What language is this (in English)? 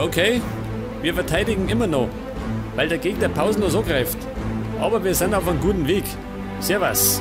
Bavarian